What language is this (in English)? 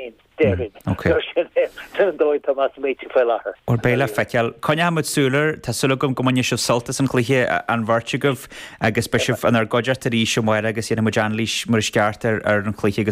Irish